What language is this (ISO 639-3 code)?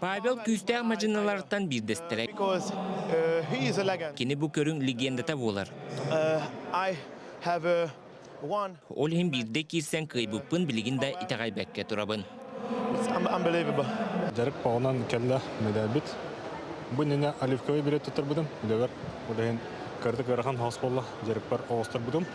sah